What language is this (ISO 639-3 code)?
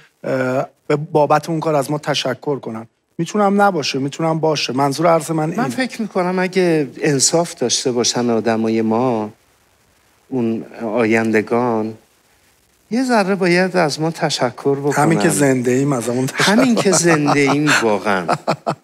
fas